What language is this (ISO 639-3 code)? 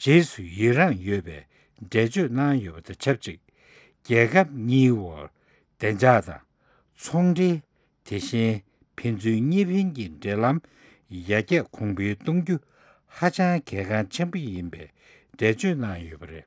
bod